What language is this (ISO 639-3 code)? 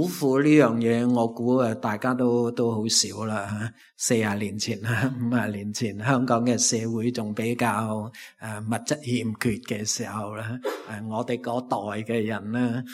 yue